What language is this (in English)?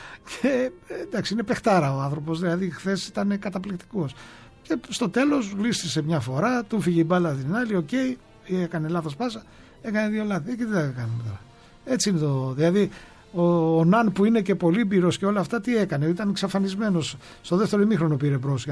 Greek